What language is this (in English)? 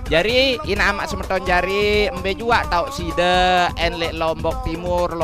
Sasak